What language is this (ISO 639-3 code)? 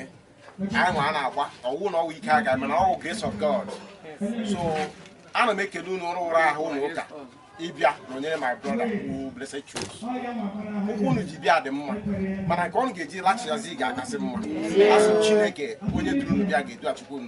ibo